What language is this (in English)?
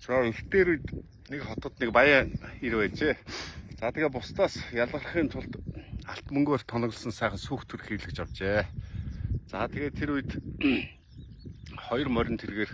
Mongolian